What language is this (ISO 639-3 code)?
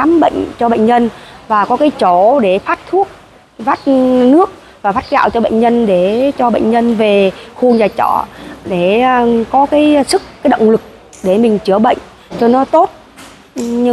vie